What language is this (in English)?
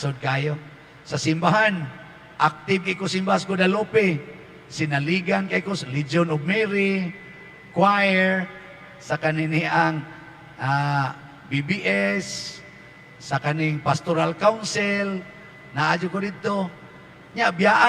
Cebuano